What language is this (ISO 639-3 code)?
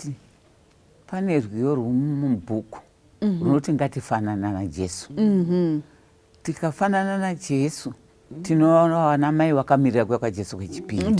sna